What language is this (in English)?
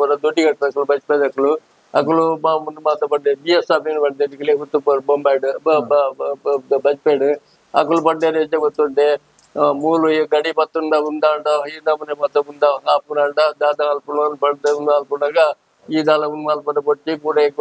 Tulu